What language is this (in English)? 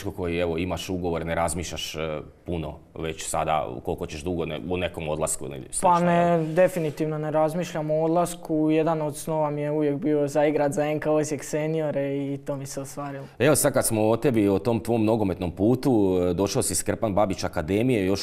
Croatian